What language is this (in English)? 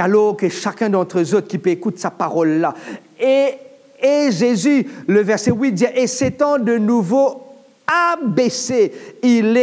Morisyen